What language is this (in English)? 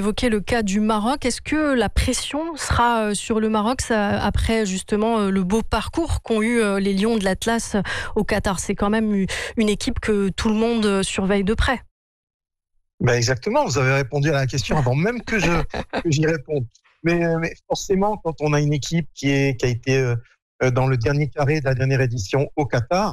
French